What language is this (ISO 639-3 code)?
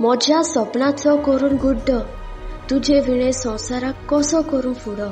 kok